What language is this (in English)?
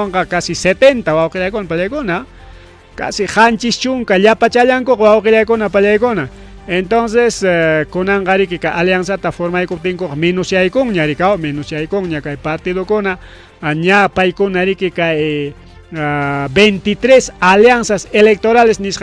Ayacucho Quechua